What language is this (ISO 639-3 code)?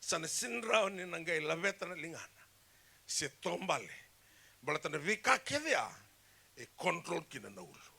fij